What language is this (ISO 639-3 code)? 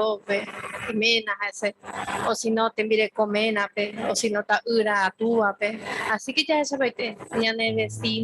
grn